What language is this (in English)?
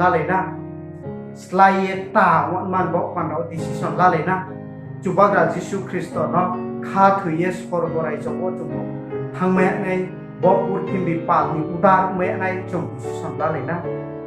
Riang (India)